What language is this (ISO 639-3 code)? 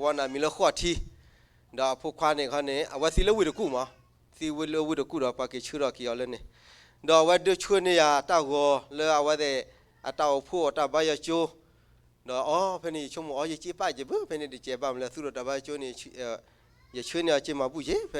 ksw